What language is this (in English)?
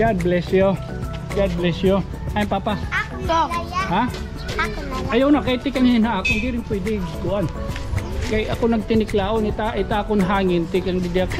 Waray